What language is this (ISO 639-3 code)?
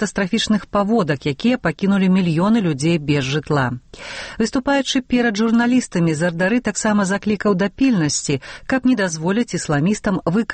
bel